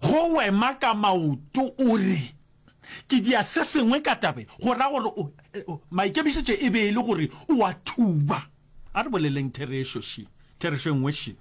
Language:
Northern Sotho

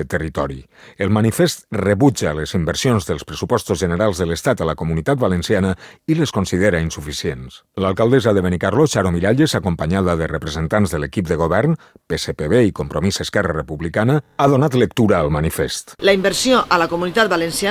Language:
Catalan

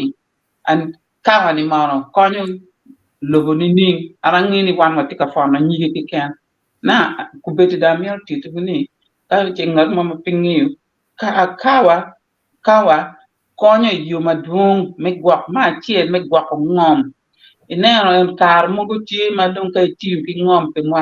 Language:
Acoli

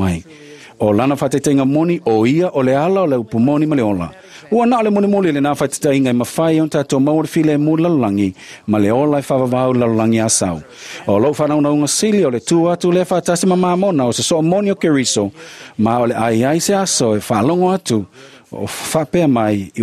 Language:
Samoan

